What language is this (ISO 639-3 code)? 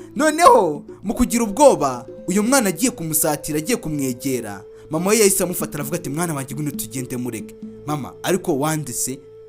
kin